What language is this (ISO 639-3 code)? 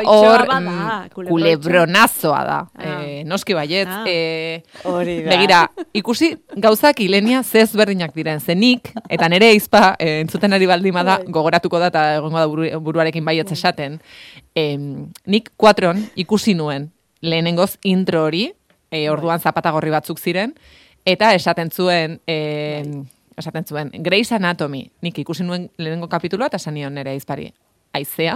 eus